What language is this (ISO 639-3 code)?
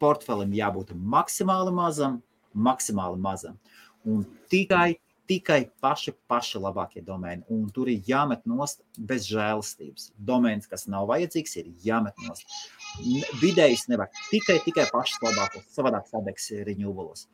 lav